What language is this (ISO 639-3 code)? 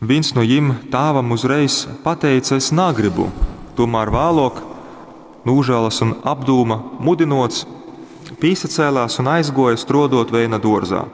ltg